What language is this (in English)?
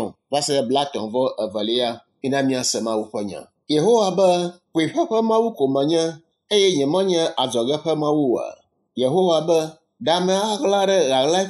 Ewe